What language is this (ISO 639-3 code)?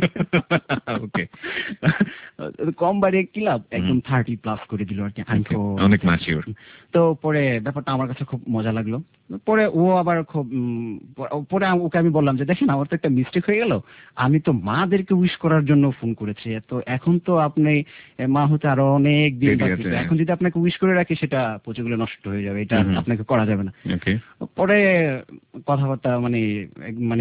ben